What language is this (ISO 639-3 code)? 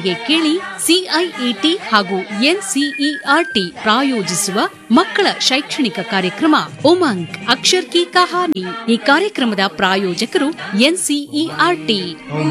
kan